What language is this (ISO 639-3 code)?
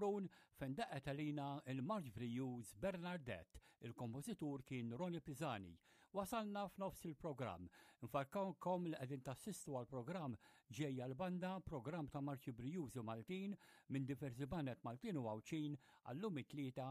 mlt